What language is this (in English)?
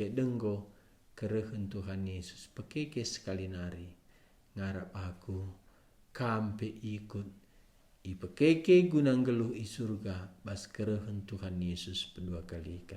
Batak Karo